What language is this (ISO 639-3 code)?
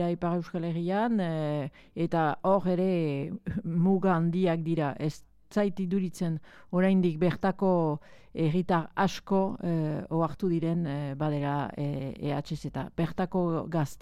eus